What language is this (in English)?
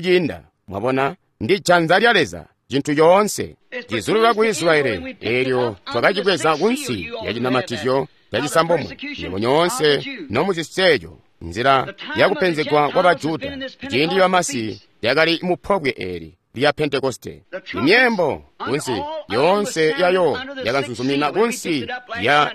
Tonga (Zambia)